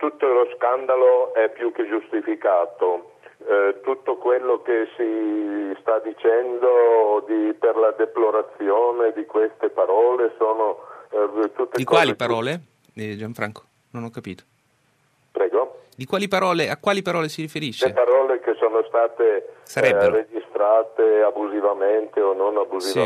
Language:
Italian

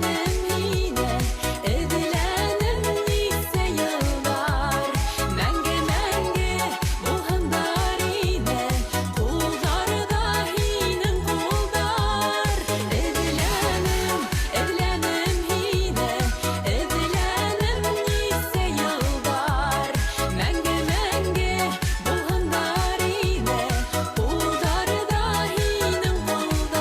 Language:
Bashkir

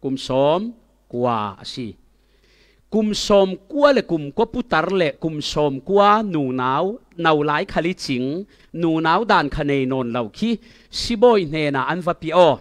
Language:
Falam Chin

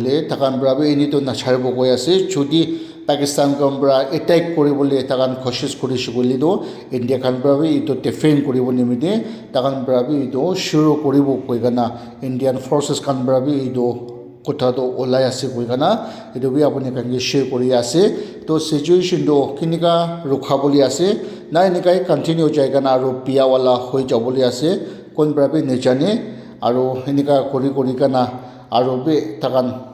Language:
Naga Pidgin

